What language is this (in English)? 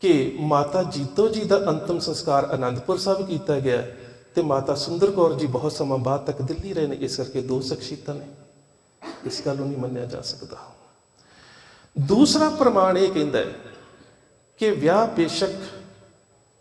Punjabi